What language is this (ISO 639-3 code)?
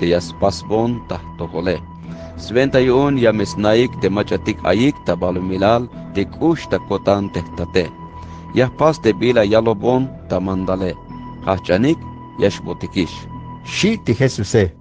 tzh